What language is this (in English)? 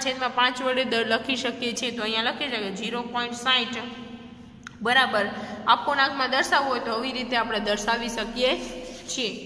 Gujarati